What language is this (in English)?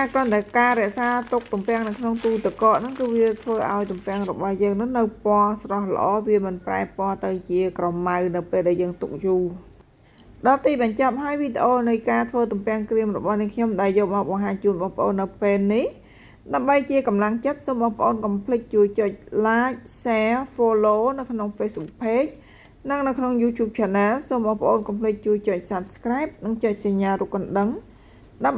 Khmer